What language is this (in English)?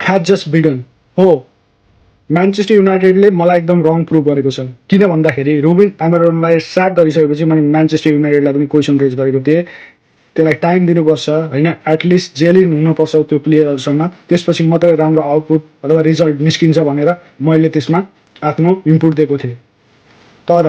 Nepali